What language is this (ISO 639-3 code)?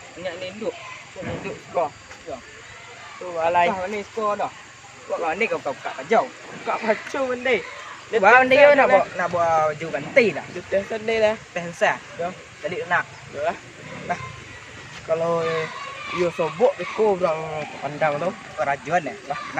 min